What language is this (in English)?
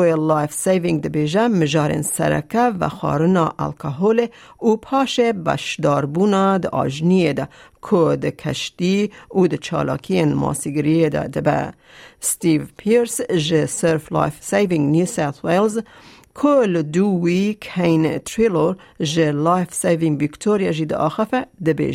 Kurdish